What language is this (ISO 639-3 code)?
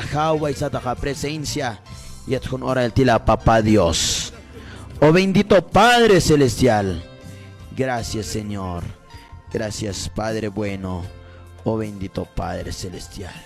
kjb